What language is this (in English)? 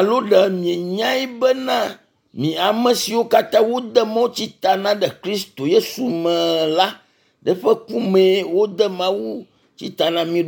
Ewe